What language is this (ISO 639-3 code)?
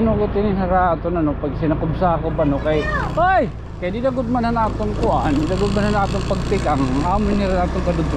war